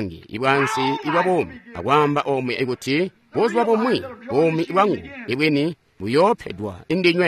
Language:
Tonga (Zambia)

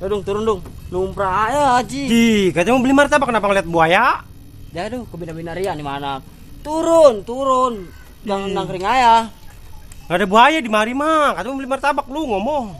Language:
Betawi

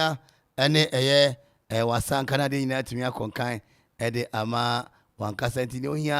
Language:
Akan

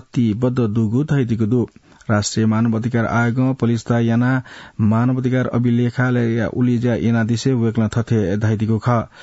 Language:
Newari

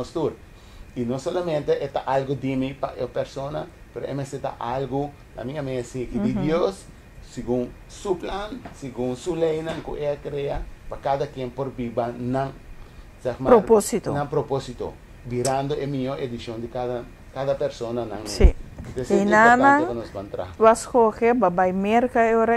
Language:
Papiamento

